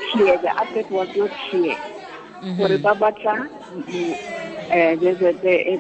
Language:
Tswana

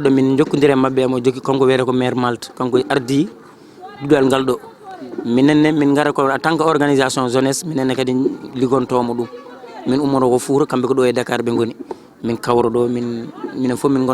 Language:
Fula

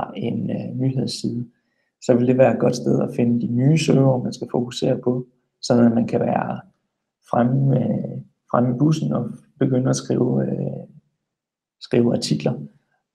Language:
Danish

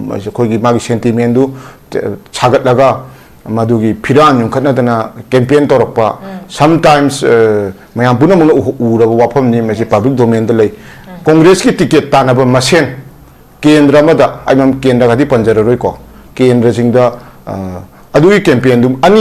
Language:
Manipuri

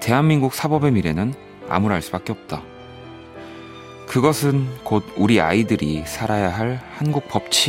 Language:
Korean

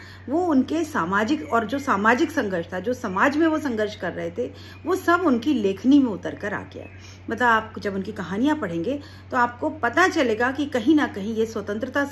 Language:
Hindi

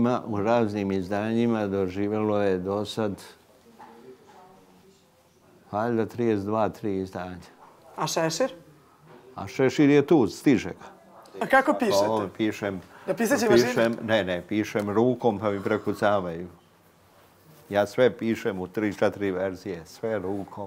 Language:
Serbian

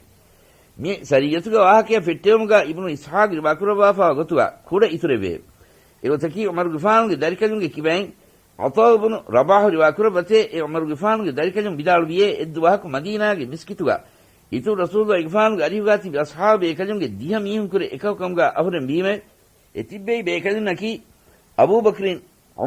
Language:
Divehi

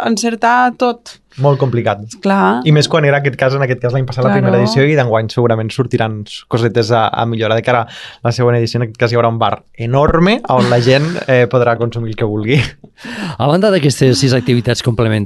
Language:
Catalan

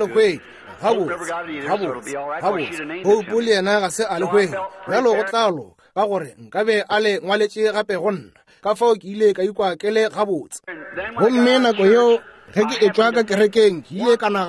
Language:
Northern Sotho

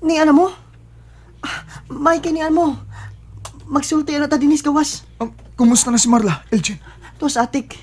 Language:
Cebuano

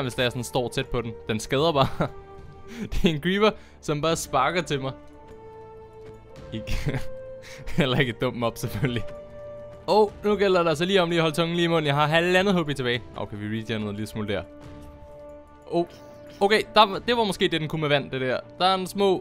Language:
Danish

